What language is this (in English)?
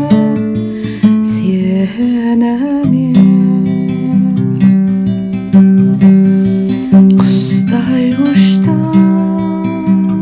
Kazakh